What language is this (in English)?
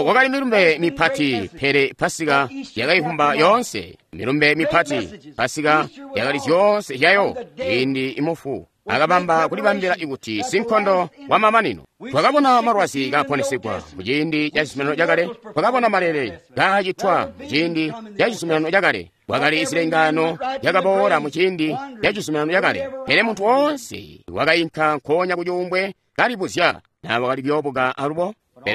Tonga (Zambia)